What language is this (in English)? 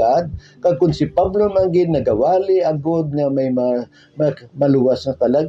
Hiligaynon